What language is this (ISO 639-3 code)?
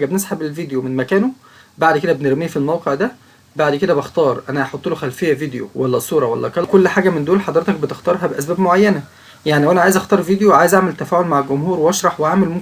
arz